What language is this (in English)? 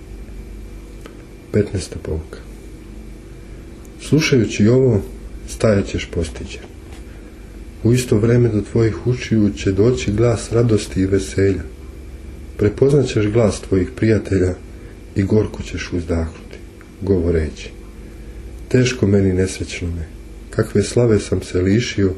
Serbian